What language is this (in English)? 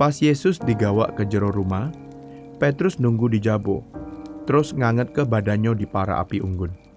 Musi